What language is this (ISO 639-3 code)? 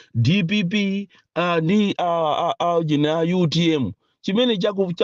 nya